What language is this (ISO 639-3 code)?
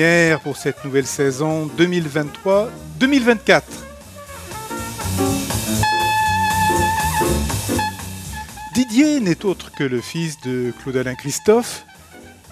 fra